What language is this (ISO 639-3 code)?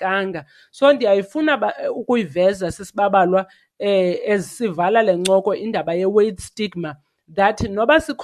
xho